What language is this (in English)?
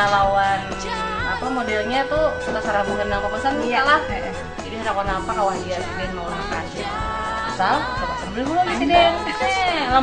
Banjar